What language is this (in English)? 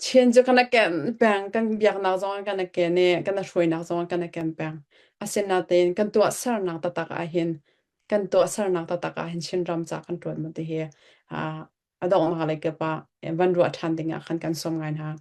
Hakha Chin